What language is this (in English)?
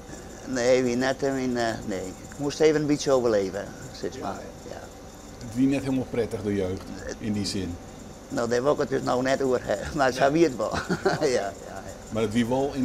Western Frisian